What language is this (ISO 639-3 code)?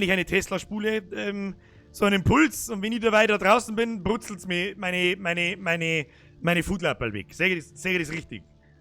bar